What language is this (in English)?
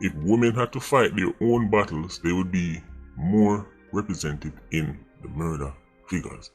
Jamaican Creole English